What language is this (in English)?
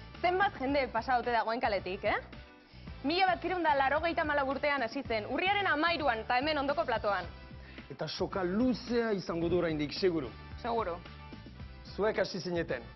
Basque